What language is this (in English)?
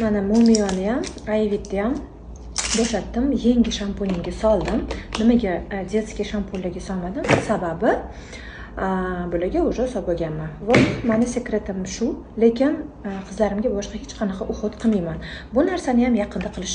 Uzbek